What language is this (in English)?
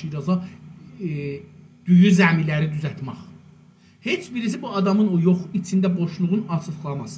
South Azerbaijani